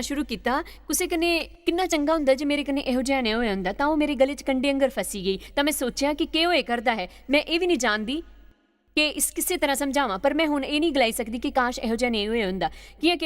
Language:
Dogri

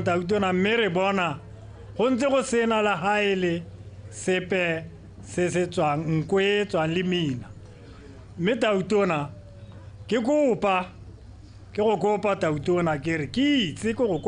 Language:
Tswana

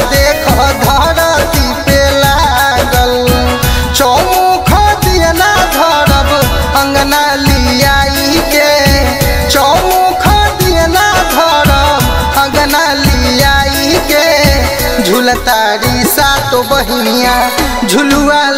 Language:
Bhojpuri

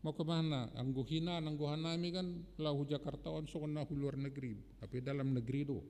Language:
Batak Simalungun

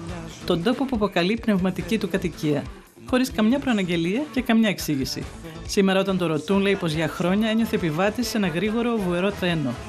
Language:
Greek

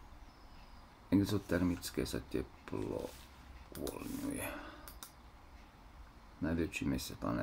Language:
Slovak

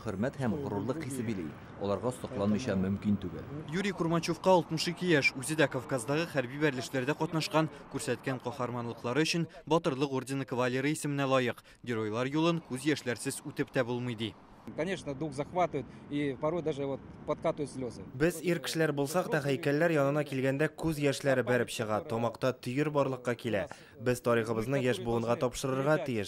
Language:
Tatar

